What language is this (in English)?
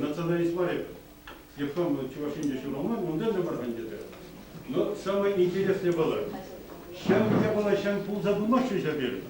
Chuvash